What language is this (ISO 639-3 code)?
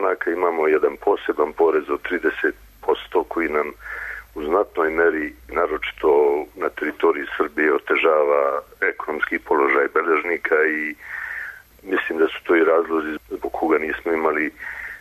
srp